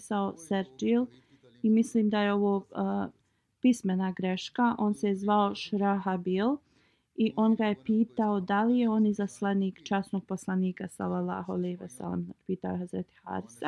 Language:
Bosnian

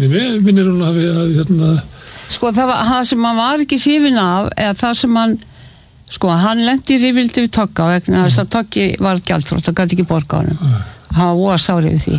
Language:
Icelandic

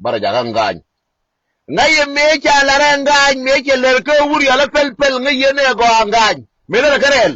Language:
Nuer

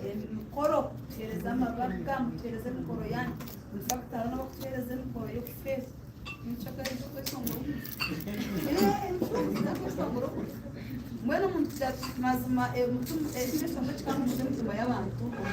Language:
Nyankole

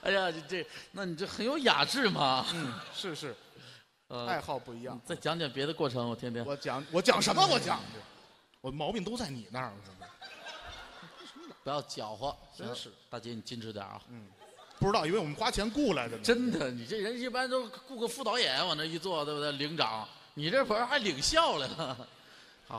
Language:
Chinese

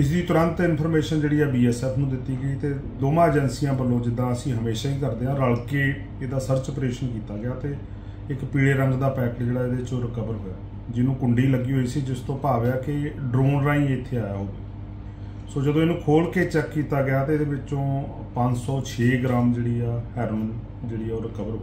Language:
Punjabi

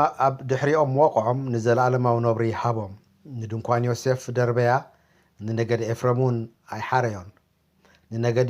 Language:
Tigrinya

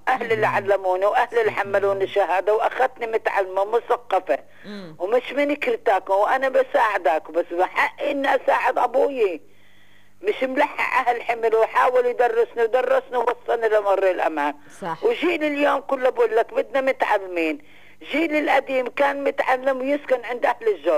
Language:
North Levantine Arabic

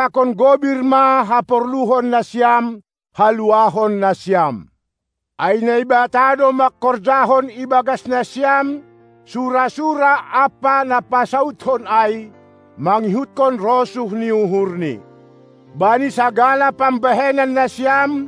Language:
Batak Simalungun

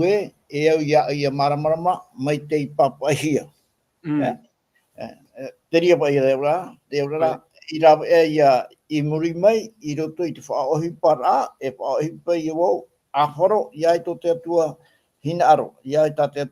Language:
Tahitian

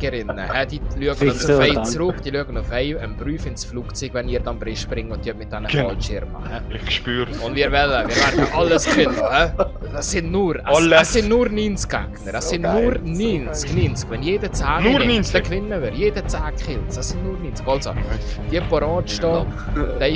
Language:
Swiss German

